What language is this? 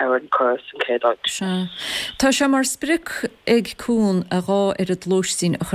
Irish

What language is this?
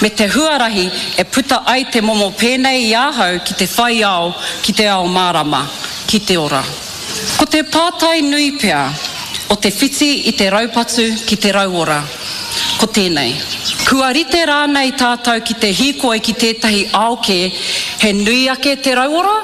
Māori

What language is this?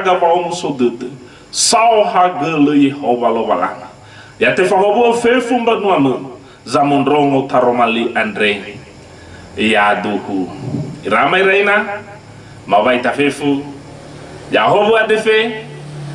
Nias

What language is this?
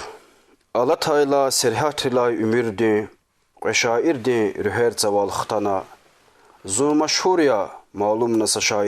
Lezghian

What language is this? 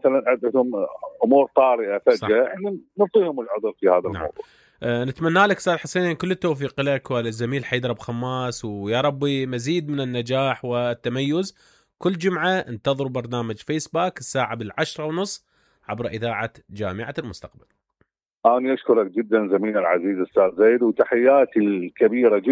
Mesopotamian Arabic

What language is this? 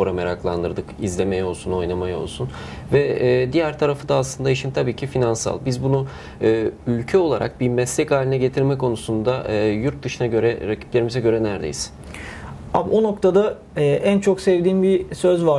Turkish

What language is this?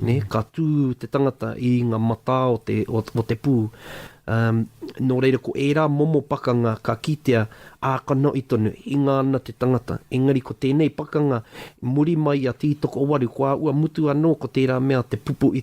Māori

